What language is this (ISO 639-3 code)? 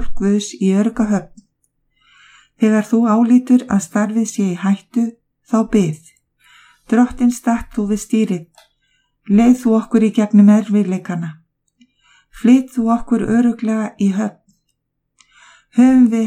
isl